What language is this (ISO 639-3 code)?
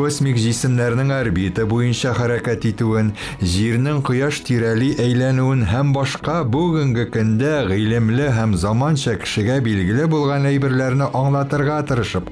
tat